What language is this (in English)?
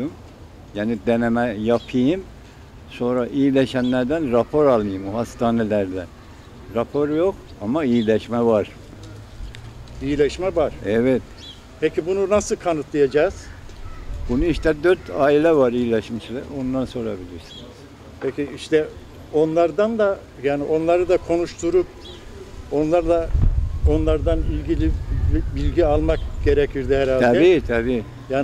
Turkish